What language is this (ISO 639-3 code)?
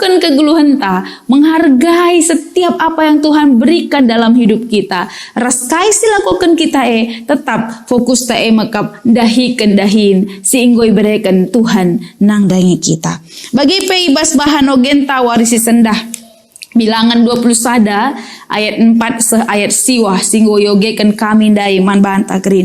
btx